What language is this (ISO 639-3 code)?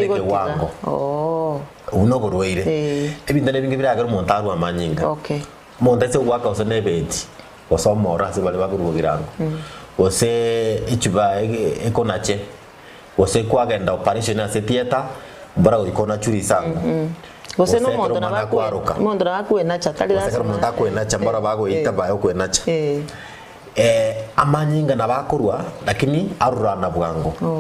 guz